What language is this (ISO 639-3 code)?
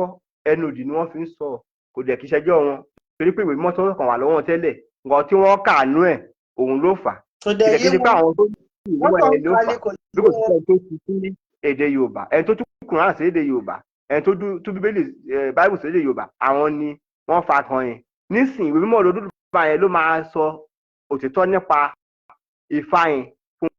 yor